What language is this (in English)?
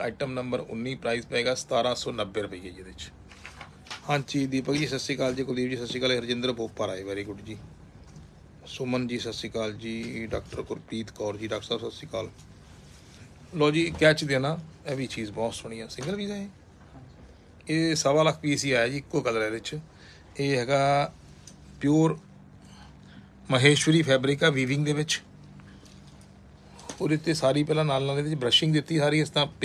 Punjabi